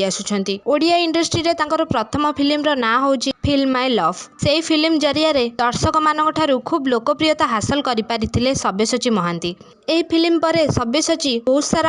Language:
Odia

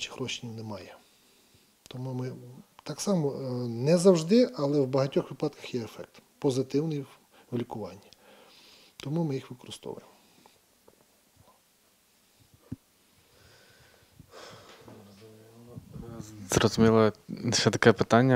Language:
Ukrainian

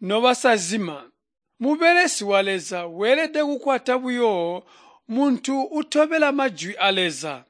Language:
Tonga (Zambia)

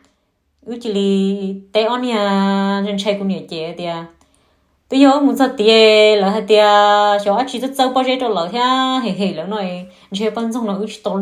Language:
Hmong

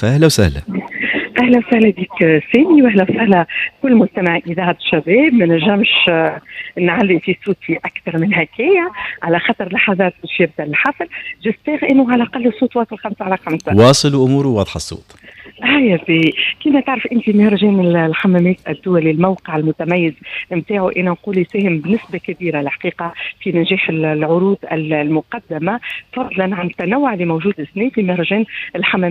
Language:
Tunisian Arabic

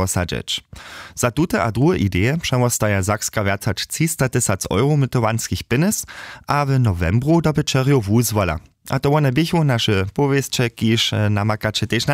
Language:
Upper Sorbian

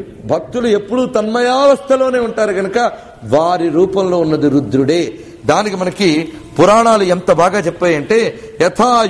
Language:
Telugu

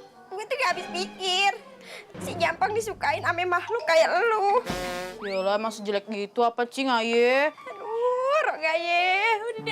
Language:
Betawi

